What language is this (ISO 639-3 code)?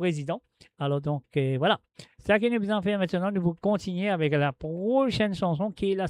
mfe